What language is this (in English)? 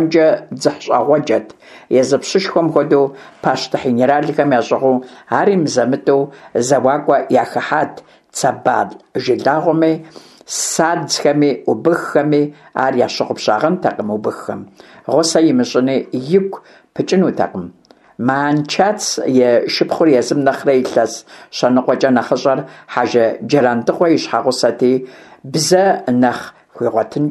Kabardian